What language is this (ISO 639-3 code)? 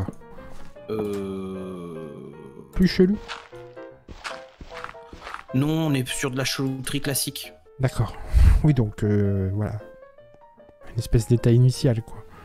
fra